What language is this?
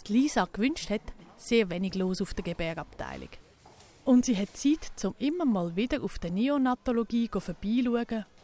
Swiss German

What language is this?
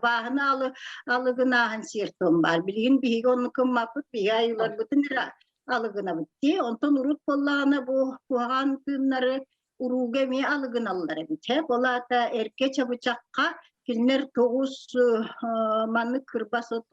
Yakut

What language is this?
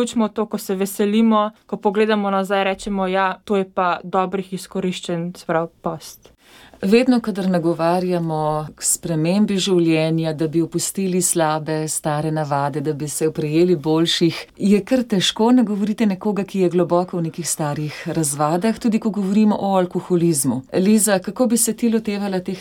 Slovenian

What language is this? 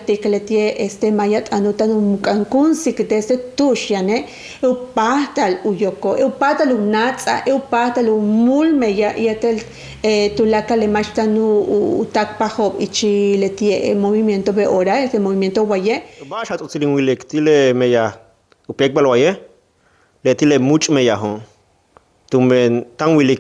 Yucateco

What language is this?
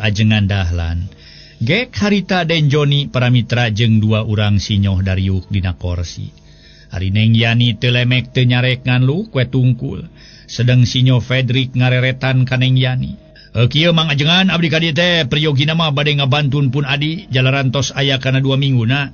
Sundanese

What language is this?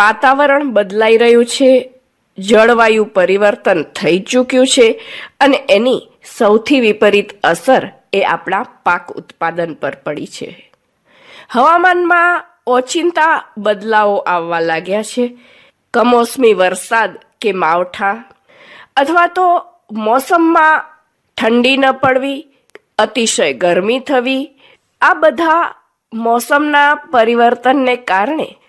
Gujarati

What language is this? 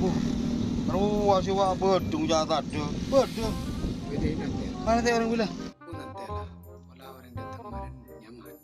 Madurese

